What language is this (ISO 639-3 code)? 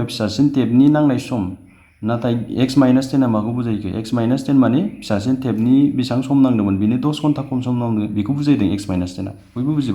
brx